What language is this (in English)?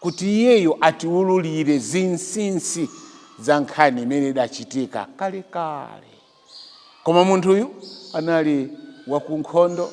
Nyanja